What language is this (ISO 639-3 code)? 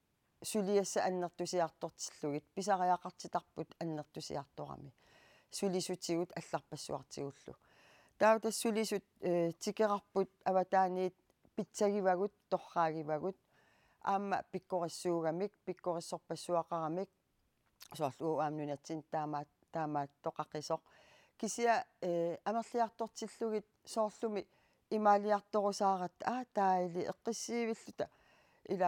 kal